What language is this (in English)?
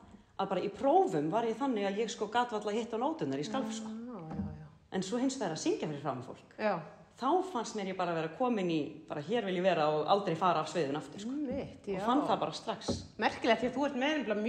Icelandic